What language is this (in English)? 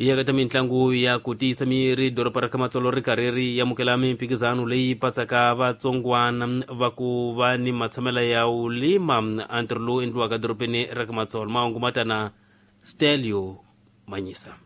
Tsonga